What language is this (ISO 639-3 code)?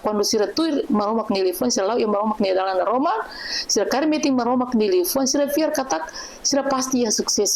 tet